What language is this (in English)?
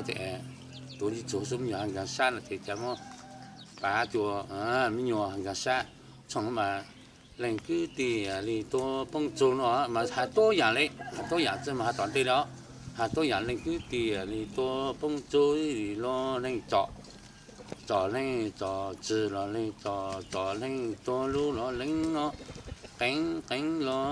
Hmong